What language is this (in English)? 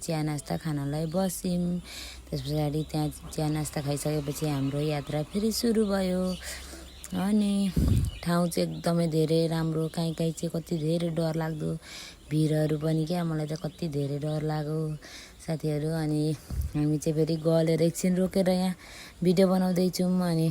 Nepali